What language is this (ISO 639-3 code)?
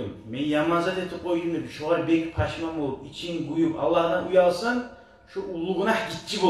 kum